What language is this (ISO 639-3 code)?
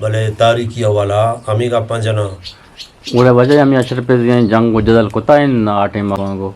bgp